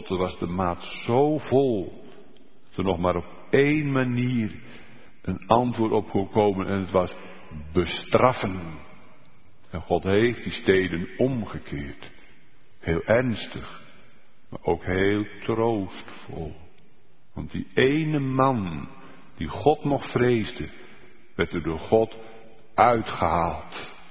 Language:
Dutch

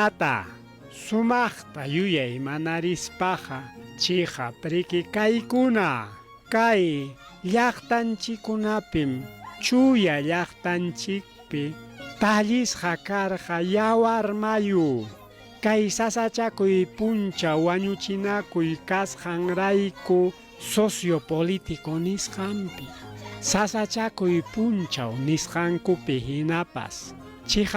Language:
Ayacucho Quechua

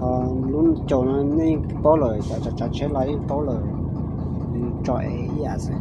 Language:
Hmong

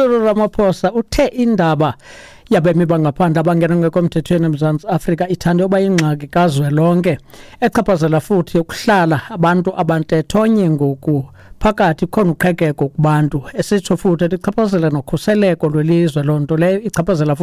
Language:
Xhosa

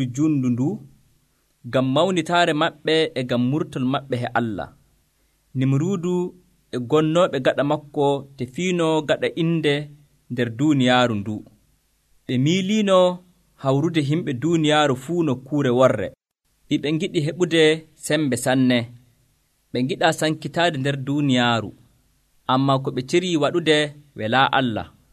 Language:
Nigerian Fulfulde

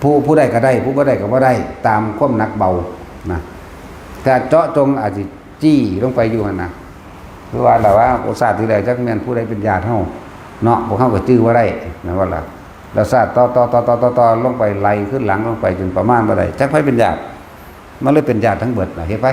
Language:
Northeastern Thai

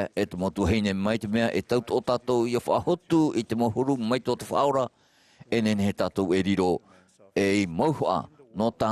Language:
Tahitian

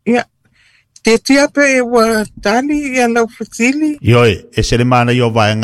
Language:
Samoan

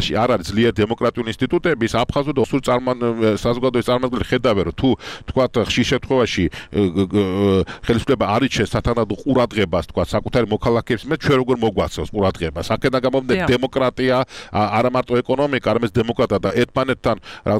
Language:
Georgian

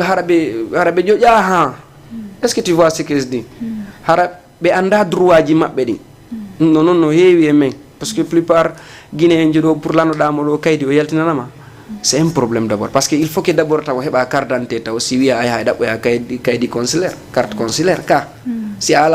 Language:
Fula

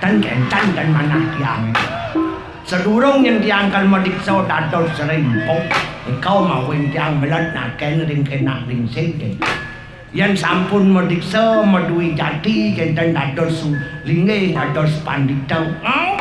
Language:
Balinese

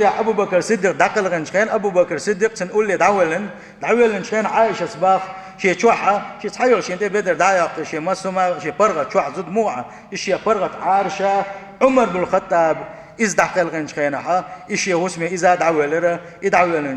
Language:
Chechen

